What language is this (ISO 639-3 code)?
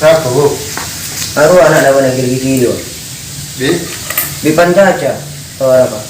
mad